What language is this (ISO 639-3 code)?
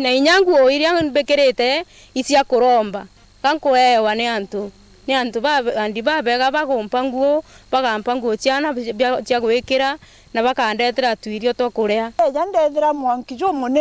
mer